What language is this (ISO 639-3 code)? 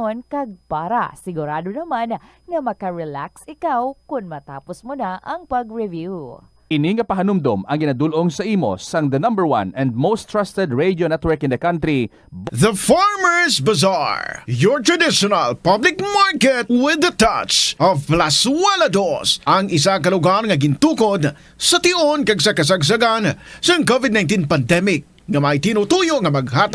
hil